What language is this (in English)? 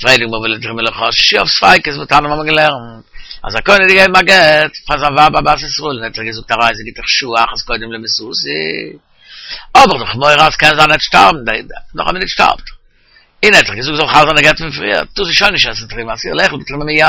Yiddish